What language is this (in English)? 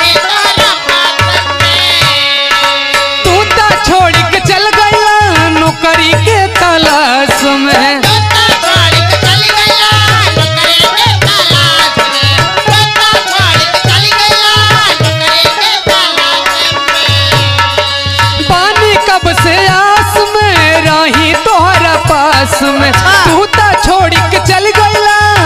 Bhojpuri